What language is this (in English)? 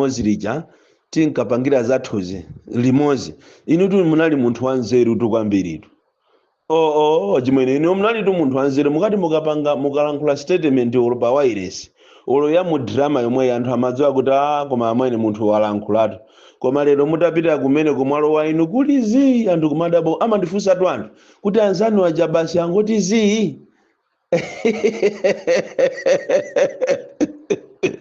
Nyanja